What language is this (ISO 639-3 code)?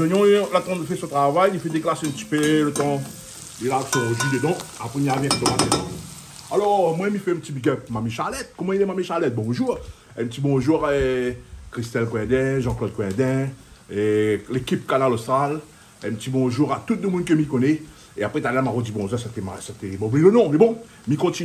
rcf